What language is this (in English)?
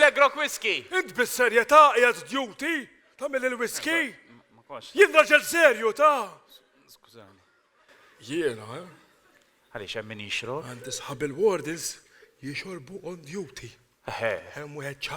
Maltese